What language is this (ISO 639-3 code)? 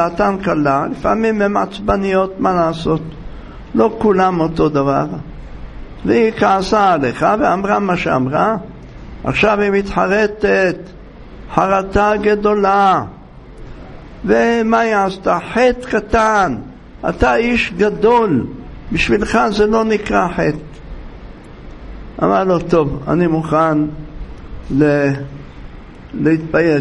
heb